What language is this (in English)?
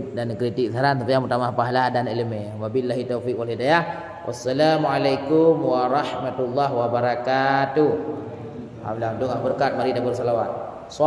Achinese